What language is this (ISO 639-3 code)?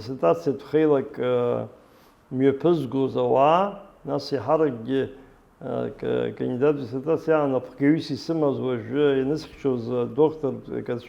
abk